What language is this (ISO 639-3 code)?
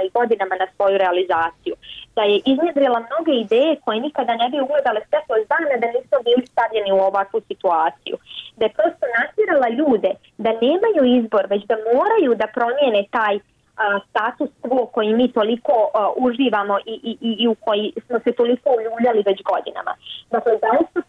bos